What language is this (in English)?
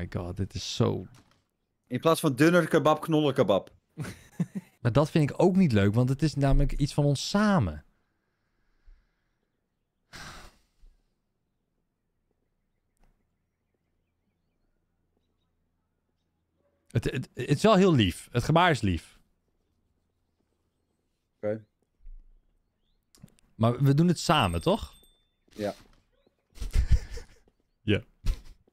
Dutch